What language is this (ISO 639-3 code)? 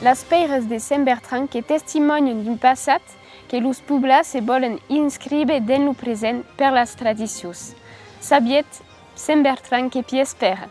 oci